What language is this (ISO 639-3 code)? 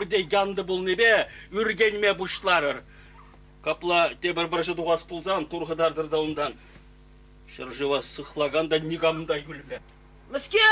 chv